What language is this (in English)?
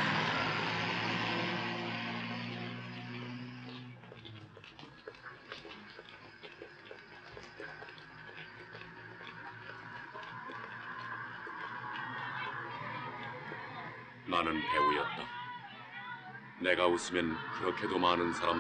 Korean